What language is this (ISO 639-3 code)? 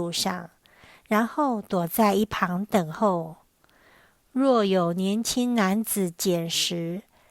nan